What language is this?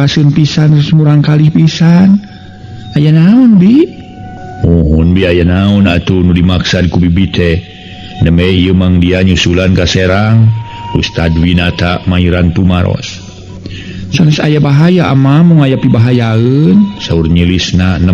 Sundanese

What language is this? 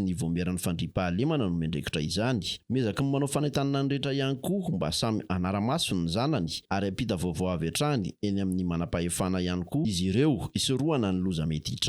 Malagasy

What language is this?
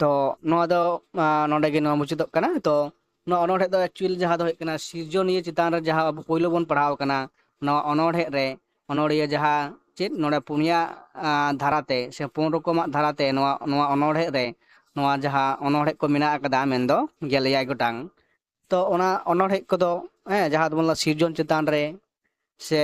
Santali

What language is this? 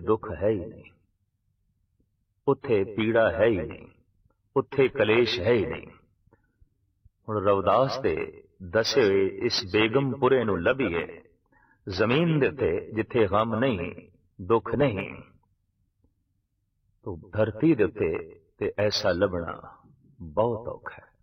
Punjabi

